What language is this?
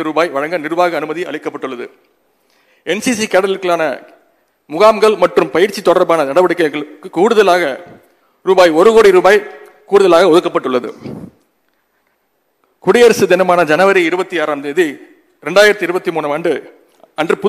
Tamil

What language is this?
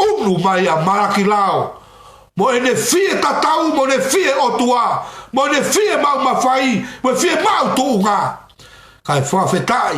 Tongan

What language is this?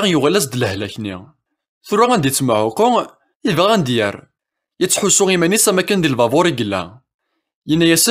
Kabyle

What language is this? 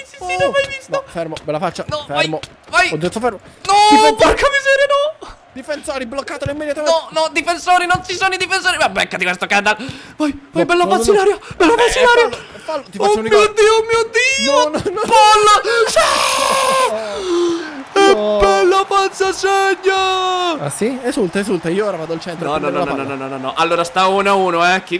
Italian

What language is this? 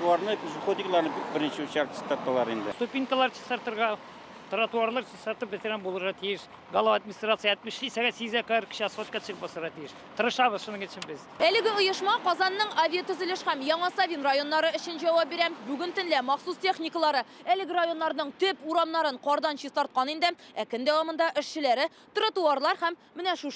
Tatar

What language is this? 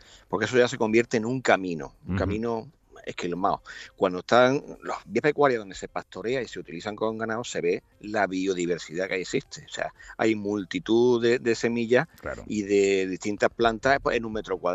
Spanish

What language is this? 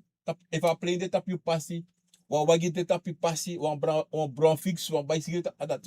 Sranan Tongo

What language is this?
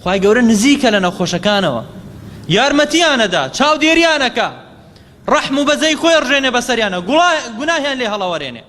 Central Kurdish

